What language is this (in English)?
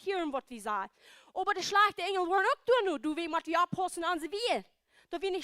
Plautdietsch